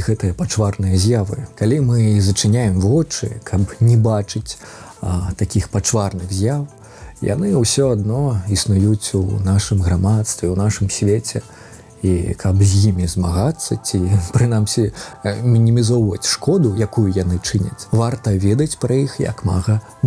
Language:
Belarusian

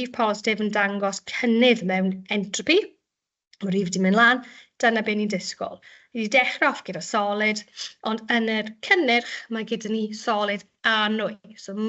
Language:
Welsh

